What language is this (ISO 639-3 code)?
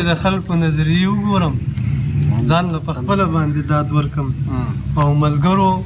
pus